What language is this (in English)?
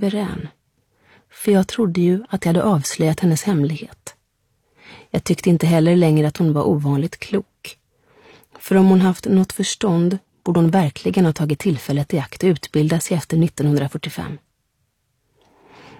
Swedish